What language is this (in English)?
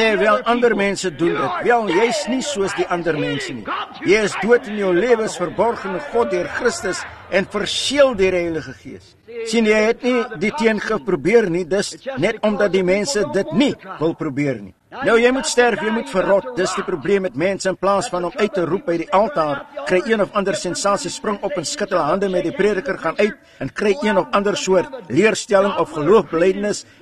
Afrikaans